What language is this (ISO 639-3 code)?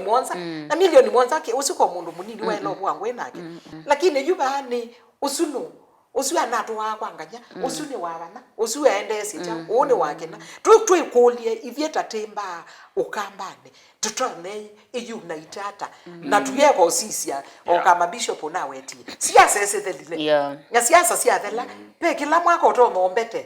kam